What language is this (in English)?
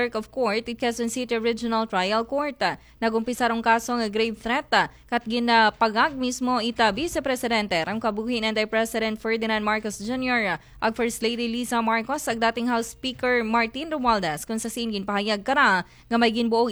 Aklanon